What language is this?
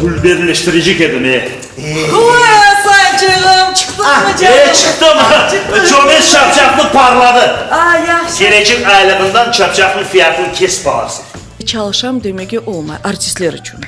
Crimean Tatar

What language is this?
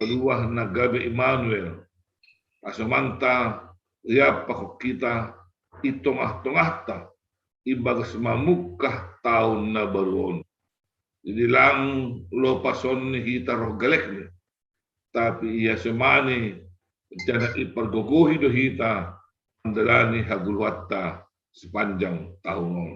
Batak Simalungun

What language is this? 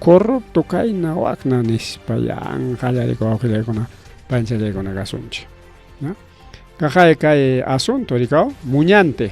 Ayacucho Quechua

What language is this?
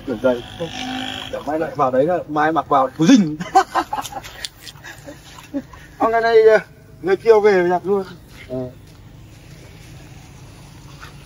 Vietnamese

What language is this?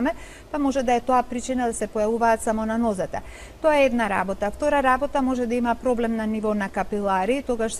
Macedonian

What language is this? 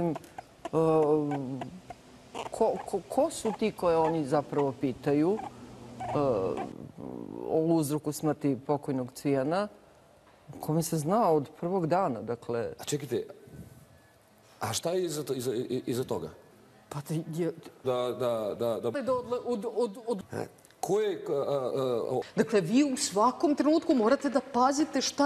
Serbian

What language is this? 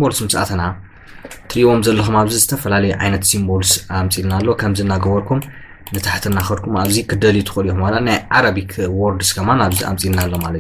Tigrinya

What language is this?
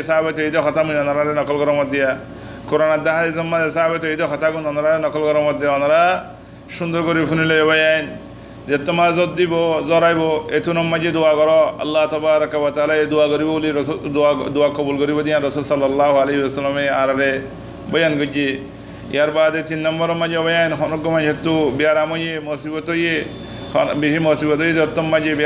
Rohingya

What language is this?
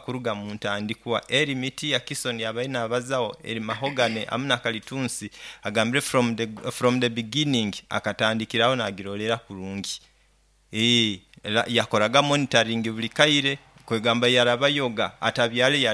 Nyoro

